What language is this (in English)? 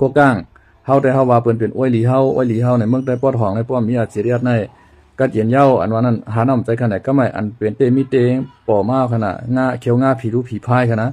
Shan